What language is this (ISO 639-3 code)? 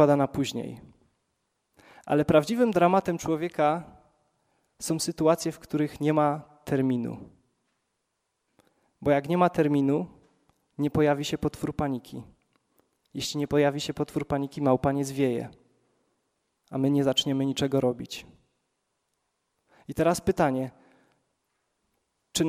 pol